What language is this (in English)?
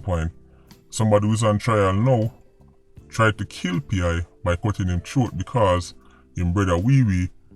Jamaican Creole English